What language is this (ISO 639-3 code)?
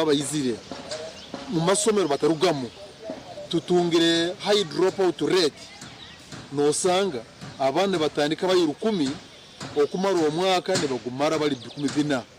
nyn